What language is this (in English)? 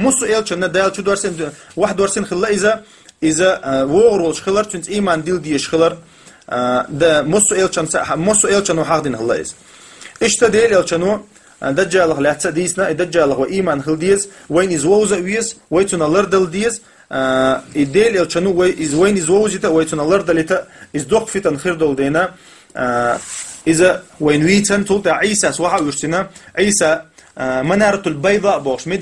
Chechen